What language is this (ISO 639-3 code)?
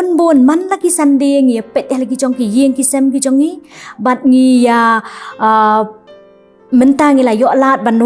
kha